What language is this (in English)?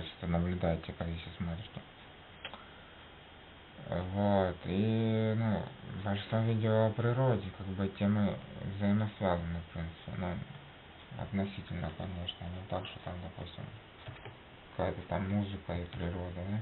Russian